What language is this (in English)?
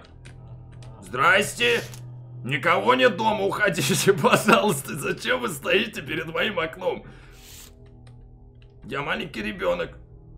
Russian